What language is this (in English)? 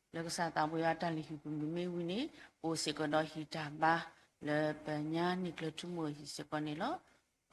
S'gaw Karen